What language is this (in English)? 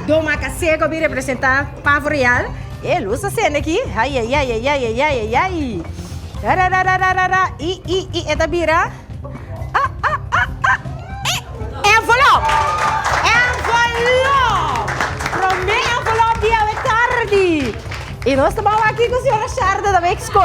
Papiamento